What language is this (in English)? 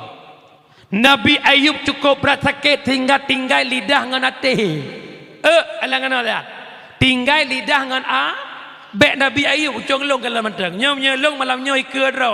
Achinese